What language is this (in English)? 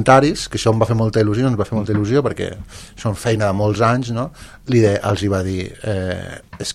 Catalan